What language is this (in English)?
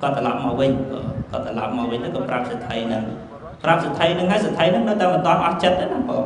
Khmer